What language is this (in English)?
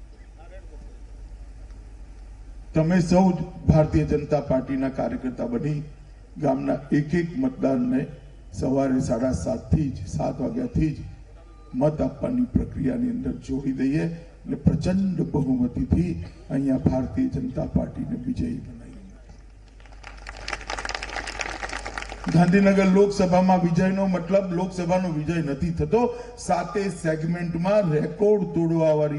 Gujarati